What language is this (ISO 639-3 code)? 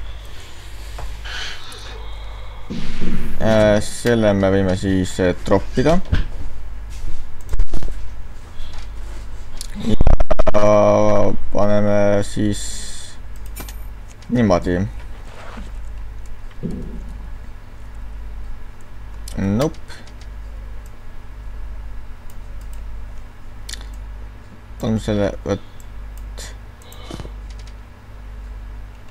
est